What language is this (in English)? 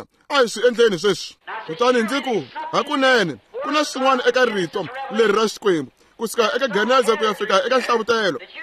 Tsonga